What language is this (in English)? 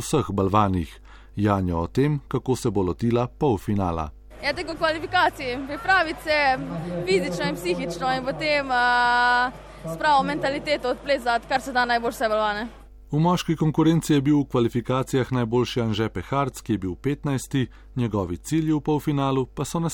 Slovenian